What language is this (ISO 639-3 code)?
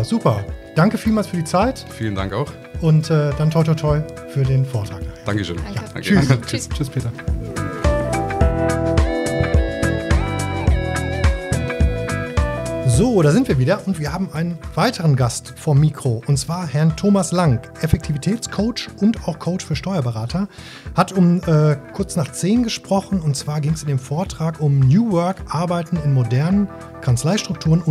deu